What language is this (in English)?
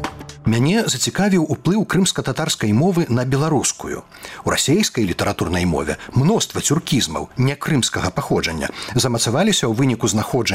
Belarusian